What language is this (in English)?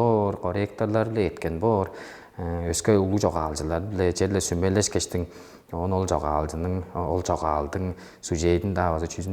Tuvinian